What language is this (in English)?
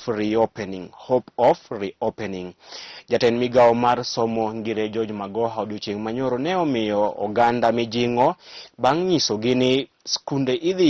Luo (Kenya and Tanzania)